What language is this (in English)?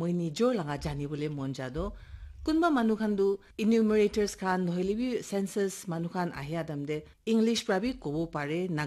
Naga Pidgin